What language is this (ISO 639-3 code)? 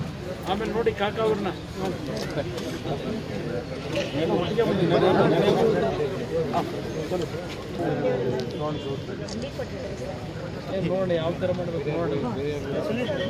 kan